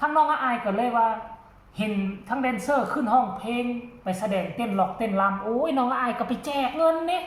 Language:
Northeastern Thai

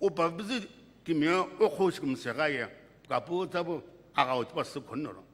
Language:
Sumi Naga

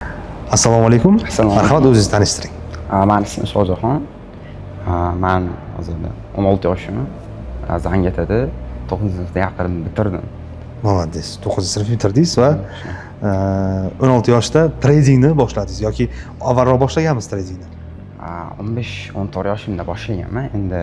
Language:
Uzbek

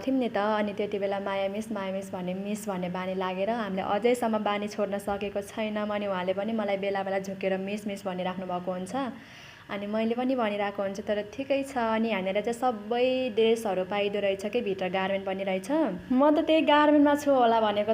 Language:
Nepali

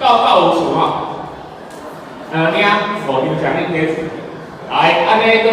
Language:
Min Nan Chinese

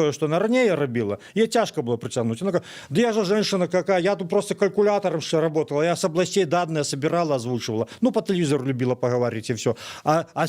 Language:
Belarusian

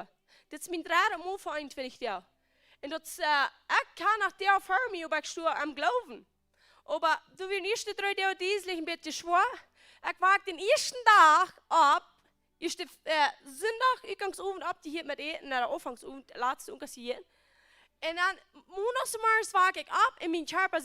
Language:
Plautdietsch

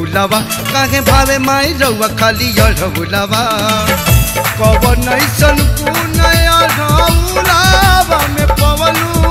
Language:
Bhojpuri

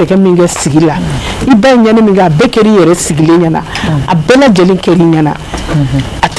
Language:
Bambara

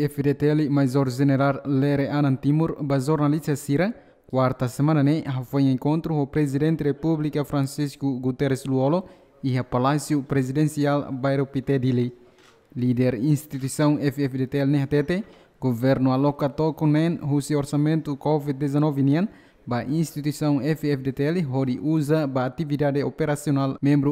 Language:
Tetum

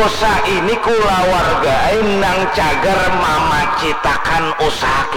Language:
Banjar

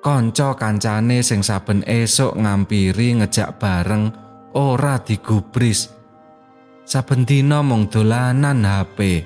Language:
Javanese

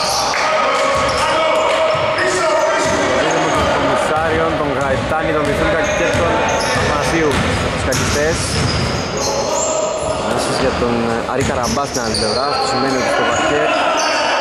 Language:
Greek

